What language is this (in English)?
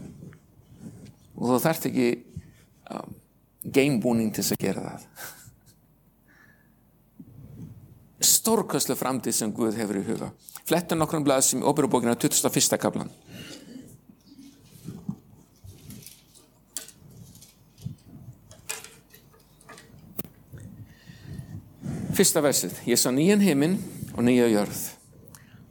Icelandic